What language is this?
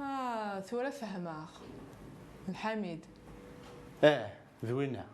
Kabyle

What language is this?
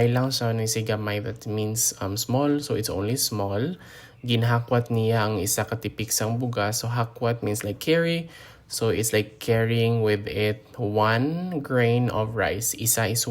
Hiligaynon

